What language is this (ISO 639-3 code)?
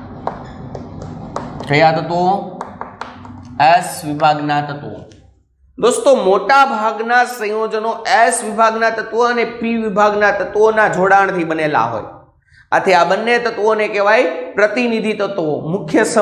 guj